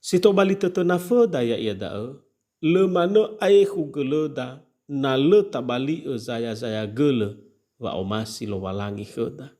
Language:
Nias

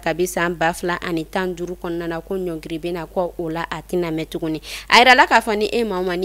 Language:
Bambara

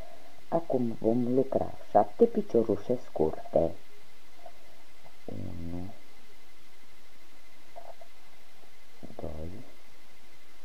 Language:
Romanian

